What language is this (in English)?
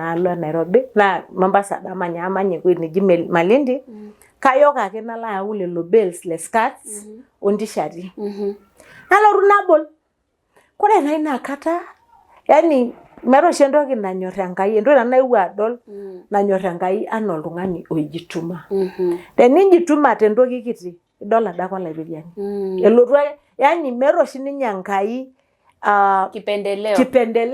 Masai